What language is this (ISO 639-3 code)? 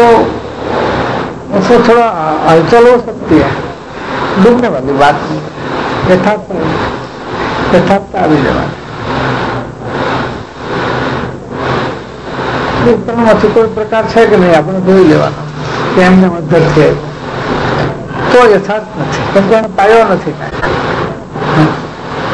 guj